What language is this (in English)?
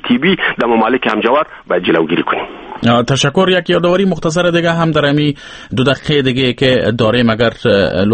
Persian